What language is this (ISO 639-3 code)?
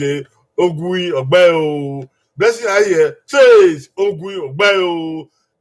bin